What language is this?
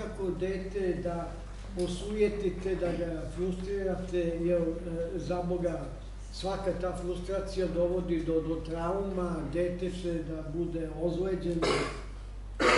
Serbian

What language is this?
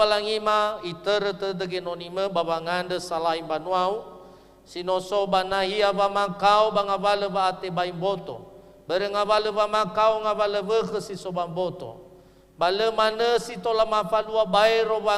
Nias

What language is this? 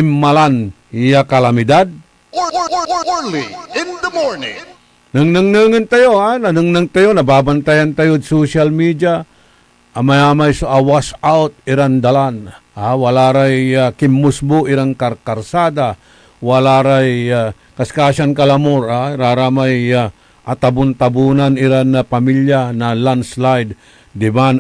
Pangasinan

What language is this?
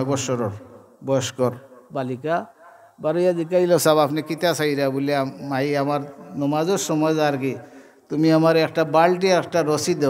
Sylheti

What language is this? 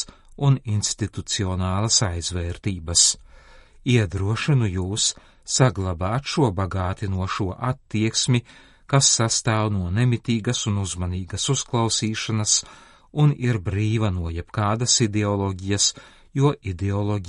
Latvian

